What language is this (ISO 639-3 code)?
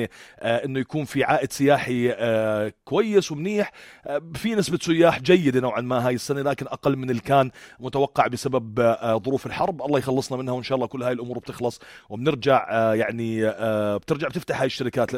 apc